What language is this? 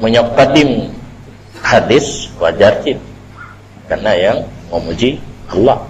Achinese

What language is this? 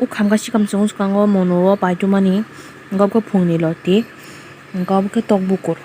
Kok Borok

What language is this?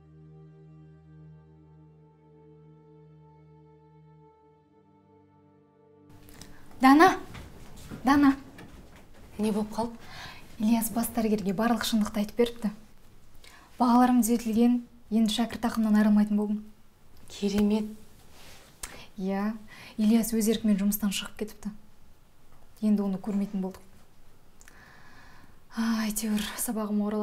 Kazakh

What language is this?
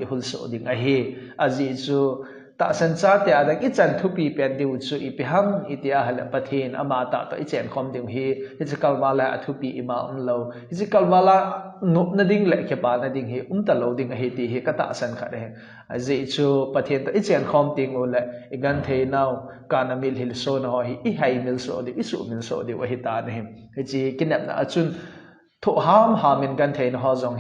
Thado Chin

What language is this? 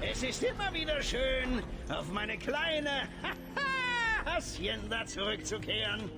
Bavarian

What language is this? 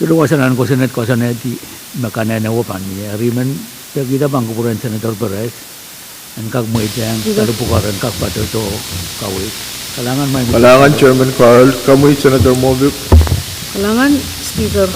Pohnpeian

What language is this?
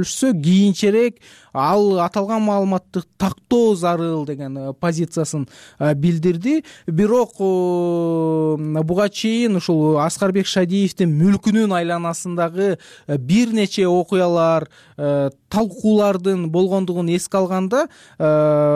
Kyrgyz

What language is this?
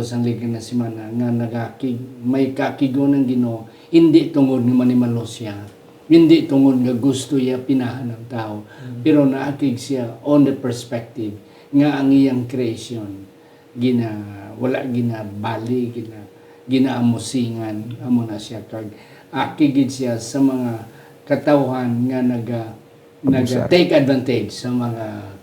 Hiligaynon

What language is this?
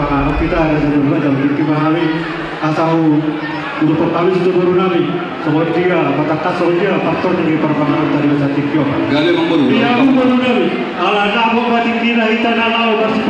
Batak Toba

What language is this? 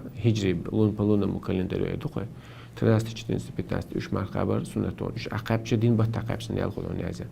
Chechen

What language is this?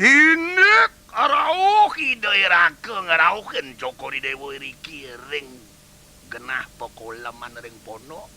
Balinese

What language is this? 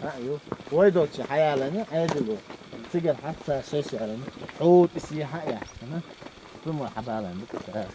Chechen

